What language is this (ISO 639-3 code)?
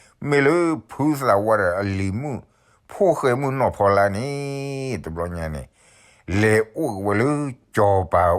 ksw